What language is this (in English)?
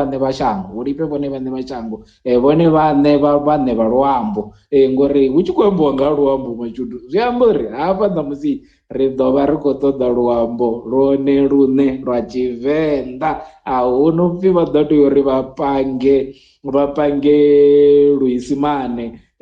Venda